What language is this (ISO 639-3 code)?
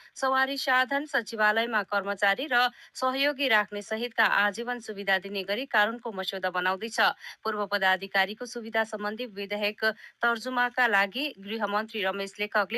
nep